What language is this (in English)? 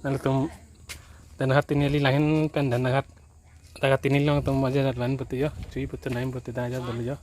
Karbi